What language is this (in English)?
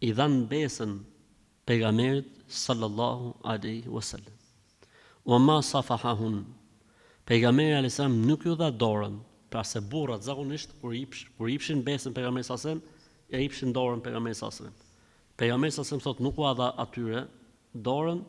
Albanian